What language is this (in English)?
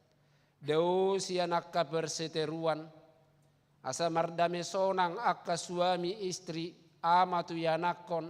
Batak Toba